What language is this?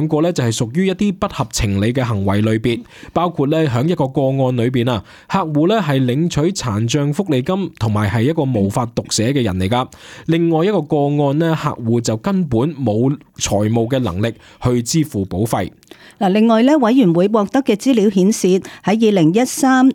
Cantonese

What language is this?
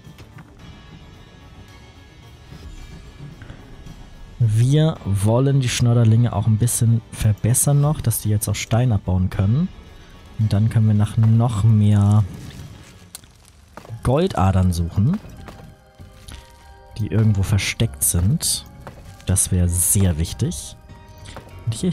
German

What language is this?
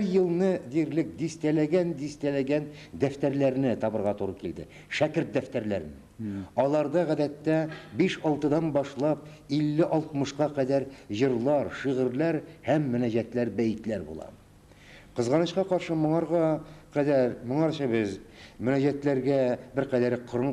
Tatar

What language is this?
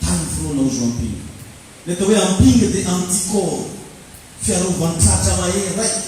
Malagasy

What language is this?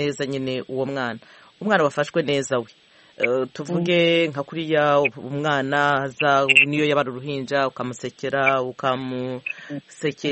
Kinyarwanda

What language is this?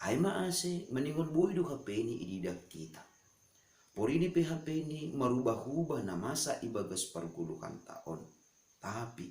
Batak Simalungun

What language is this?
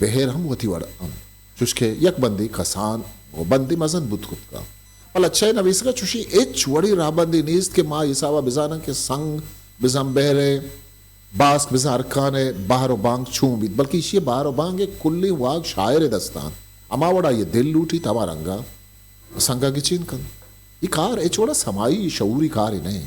Eastern Balochi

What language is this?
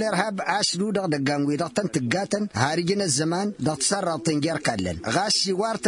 Tamasheq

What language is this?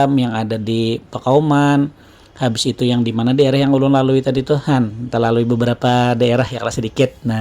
Banjar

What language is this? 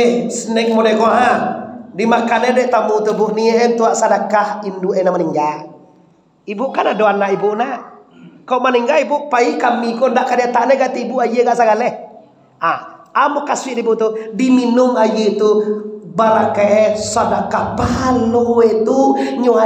Minangkabau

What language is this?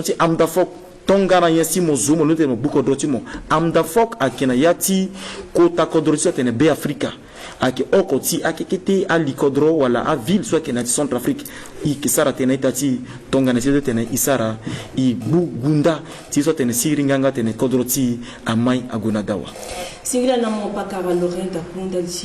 Sango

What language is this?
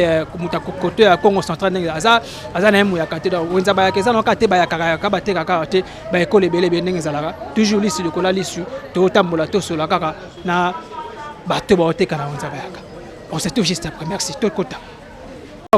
Lingala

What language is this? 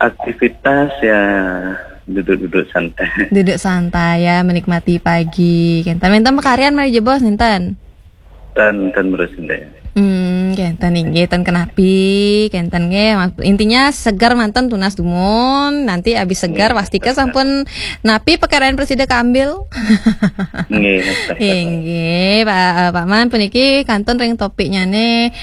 Balinese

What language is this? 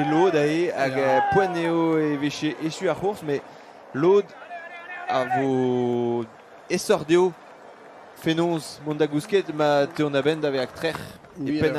Breton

